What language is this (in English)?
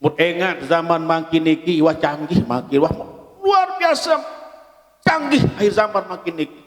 Sasak